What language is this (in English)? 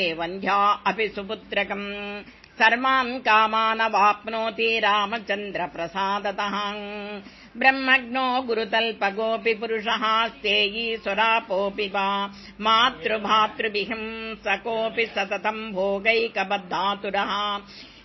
Sanskrit